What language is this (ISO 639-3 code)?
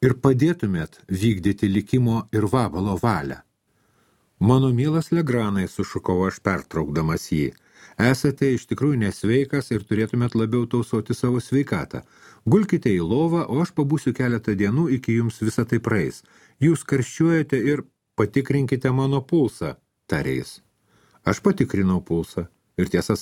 lit